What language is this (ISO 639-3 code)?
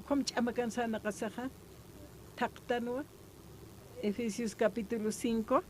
aym